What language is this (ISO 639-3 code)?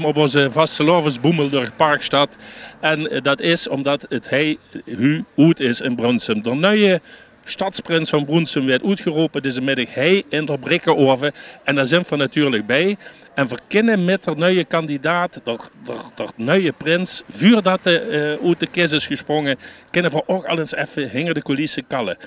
lim